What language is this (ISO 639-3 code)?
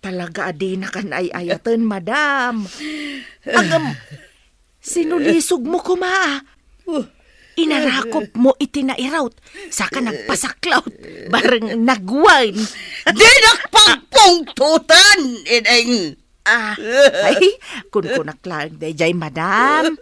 ilo